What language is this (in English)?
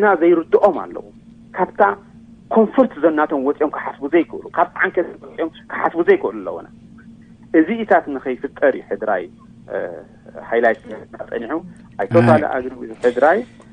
Tigrinya